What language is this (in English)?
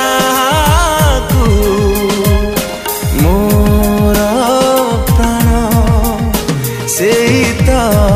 Odia